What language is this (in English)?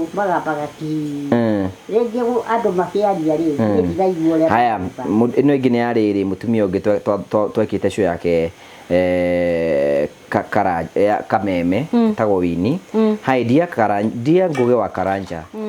Kikuyu